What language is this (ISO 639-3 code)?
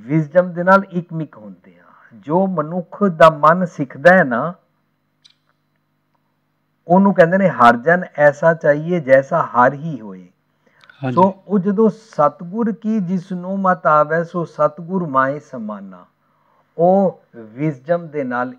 pan